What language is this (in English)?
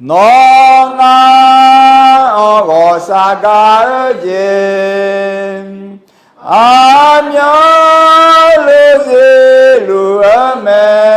Akha